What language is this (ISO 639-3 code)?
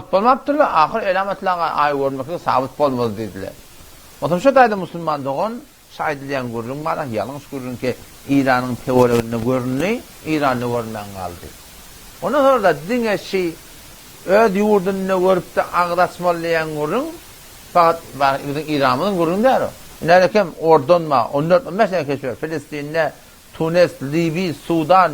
tuk